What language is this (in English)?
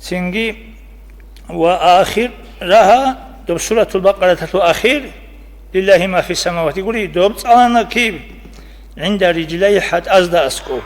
Avaric